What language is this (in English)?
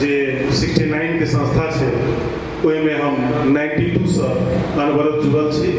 Maithili